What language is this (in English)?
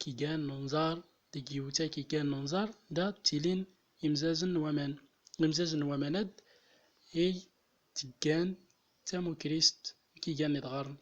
Central Atlas Tamazight